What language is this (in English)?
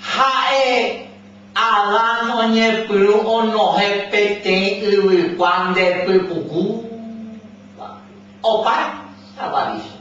Guarani